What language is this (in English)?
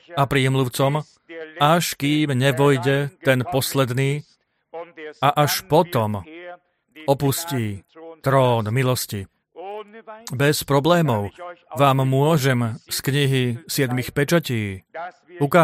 Slovak